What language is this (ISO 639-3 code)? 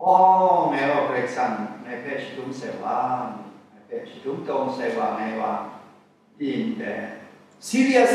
kac